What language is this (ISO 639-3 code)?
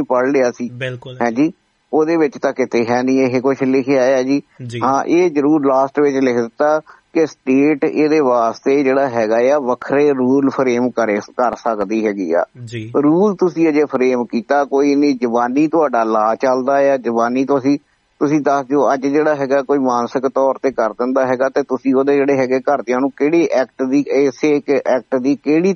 pan